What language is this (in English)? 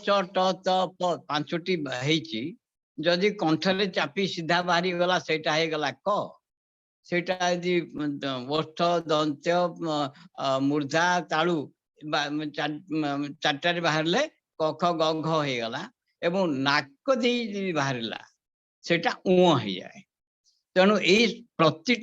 Odia